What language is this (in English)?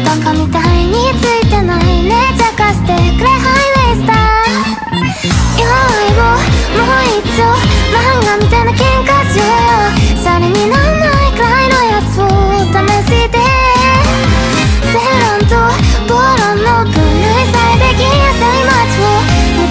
Japanese